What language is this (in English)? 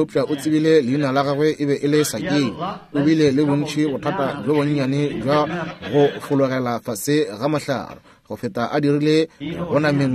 Northern Sotho